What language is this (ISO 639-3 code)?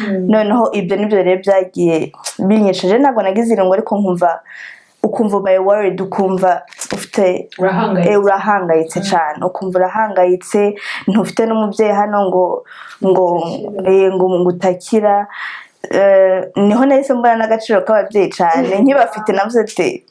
kin